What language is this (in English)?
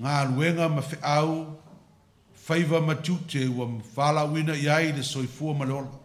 Samoan